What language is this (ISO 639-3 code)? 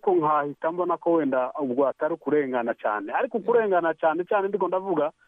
kin